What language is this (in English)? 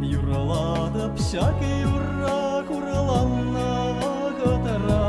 Chuvash